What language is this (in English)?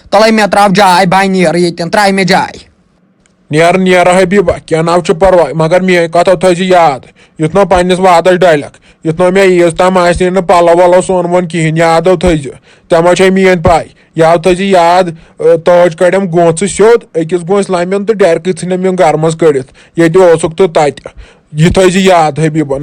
Kashmiri